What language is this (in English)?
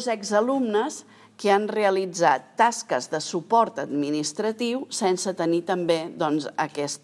Catalan